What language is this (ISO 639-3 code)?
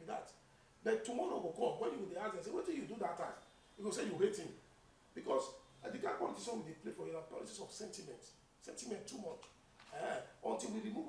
pcm